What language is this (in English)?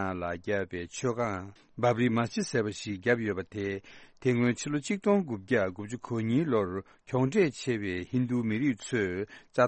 Tibetan